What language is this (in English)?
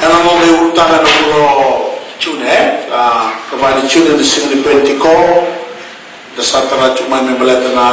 Fijian